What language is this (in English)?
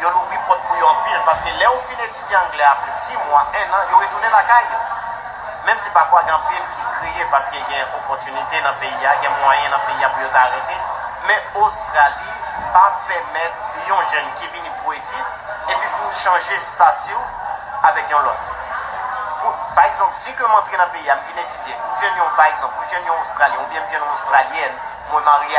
Haitian Creole